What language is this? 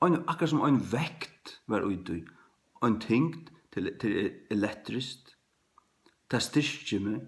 Faroese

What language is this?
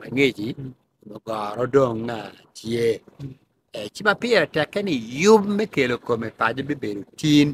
Acoli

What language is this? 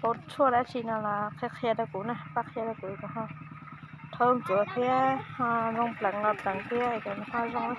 Hmong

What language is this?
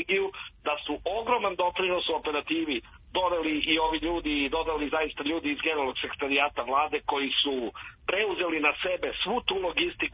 Serbian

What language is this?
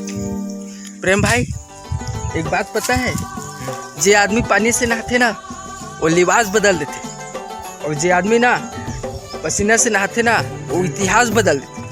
Chhattisgarhi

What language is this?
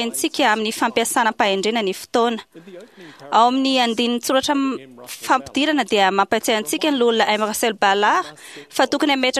Malagasy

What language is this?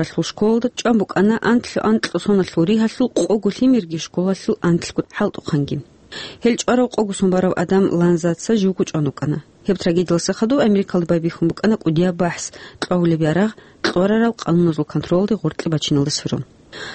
Avaric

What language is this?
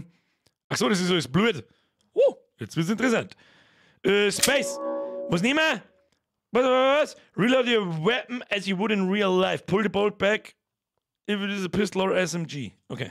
Bavarian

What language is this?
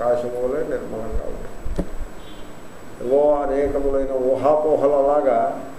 Telugu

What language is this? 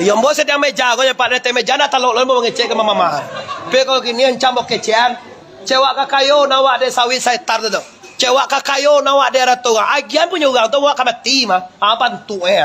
Minangkabau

